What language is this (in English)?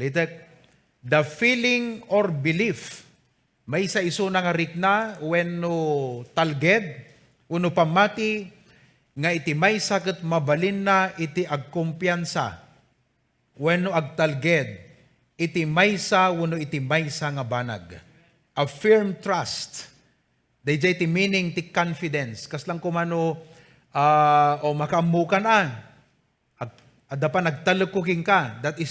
Iloko